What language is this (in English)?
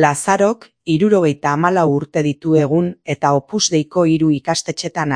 Basque